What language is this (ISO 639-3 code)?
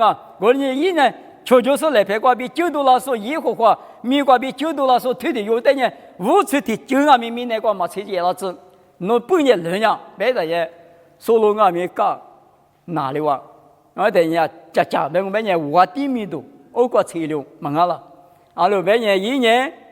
lis